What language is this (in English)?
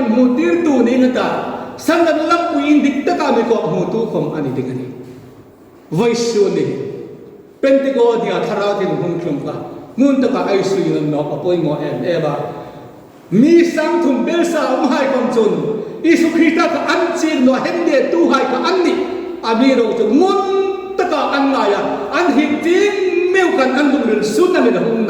Hmar